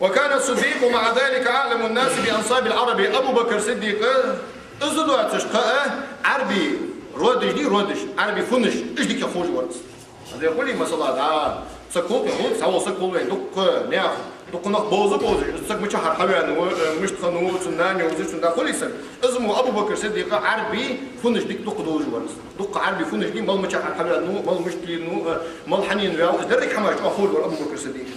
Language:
Ingush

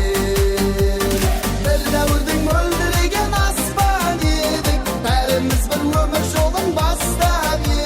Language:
Kara-Kalpak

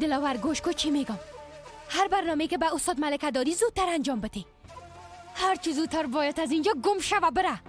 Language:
Persian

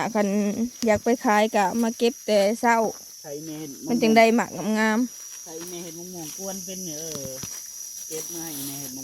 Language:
Northeastern Thai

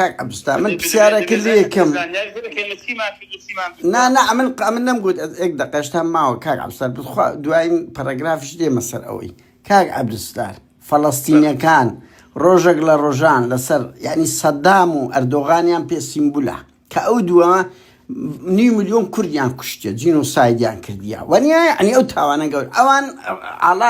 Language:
Central Kurdish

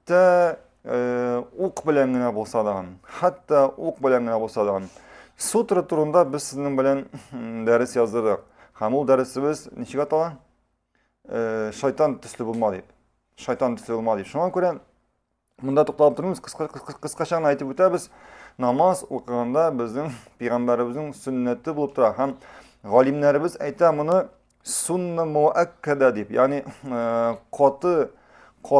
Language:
Tatar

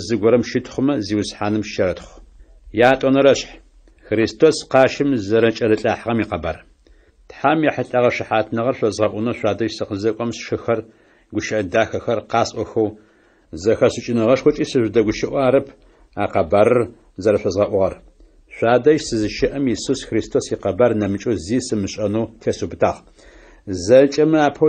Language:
Adyghe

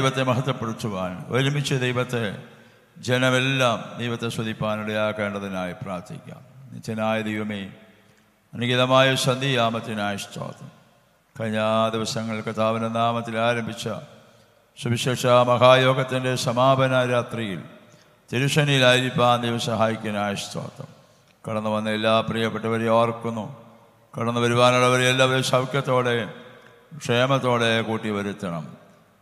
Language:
Malayalam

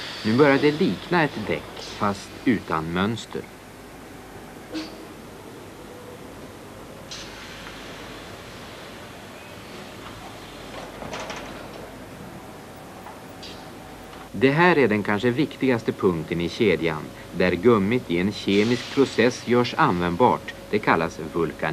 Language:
Swedish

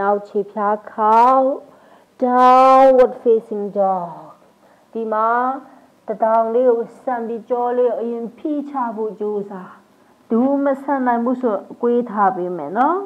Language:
Burmese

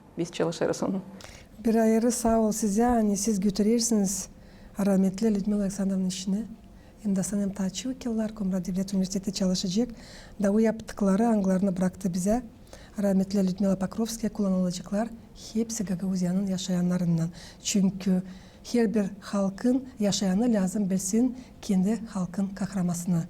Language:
Gagauz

